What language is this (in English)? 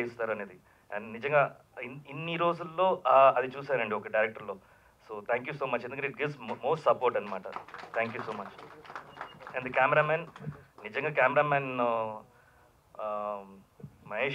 Telugu